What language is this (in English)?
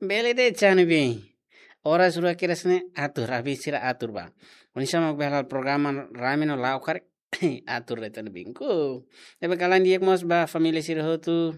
Tetum